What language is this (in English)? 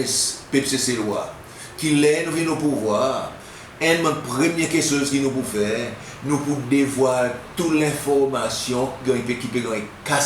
Seselwa Creole French